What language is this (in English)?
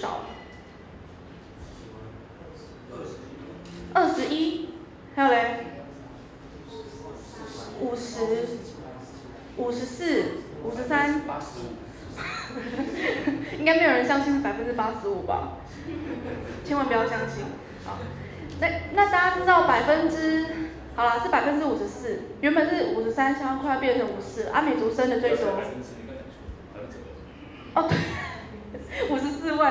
Chinese